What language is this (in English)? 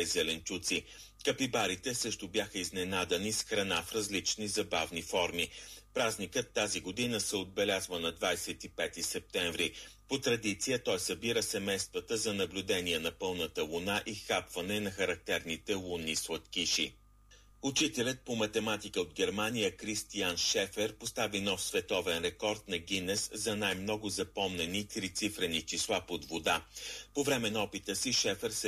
Bulgarian